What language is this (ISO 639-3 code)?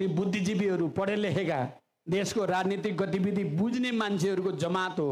nep